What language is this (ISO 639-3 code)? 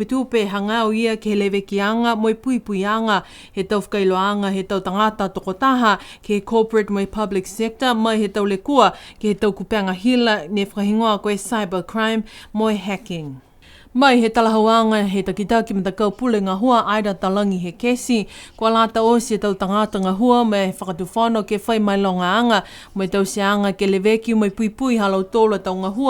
niu